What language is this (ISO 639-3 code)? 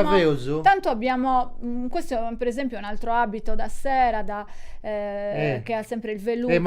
srd